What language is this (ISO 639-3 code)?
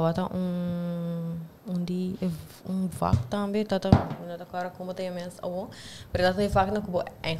pap